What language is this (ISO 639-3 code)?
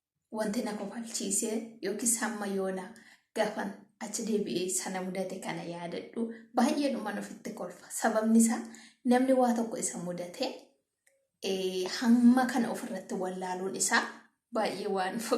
orm